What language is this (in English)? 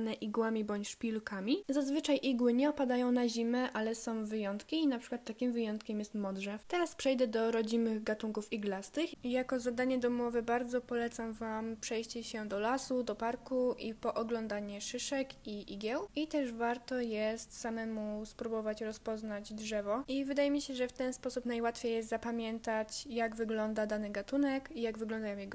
Polish